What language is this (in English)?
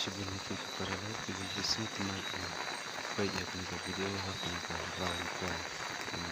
Khasi